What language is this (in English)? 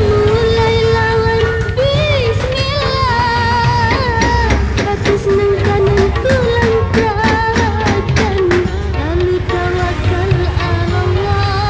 Banjar